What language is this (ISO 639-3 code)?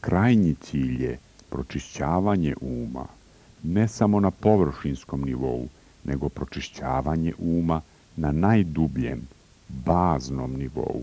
srp